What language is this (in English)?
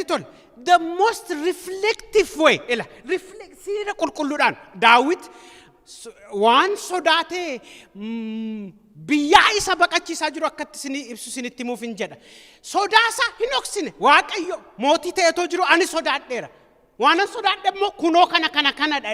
Oromo